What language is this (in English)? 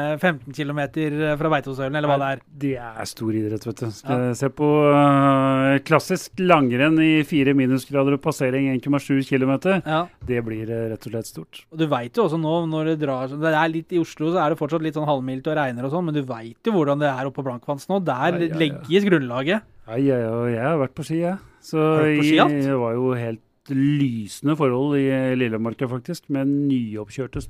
Norwegian